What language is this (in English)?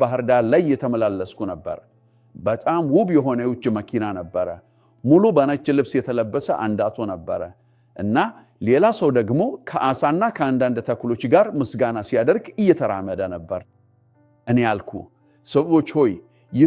Amharic